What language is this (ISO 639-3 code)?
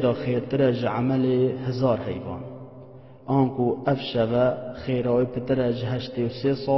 kur